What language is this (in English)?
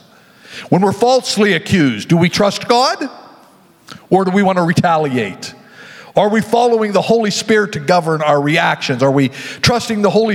English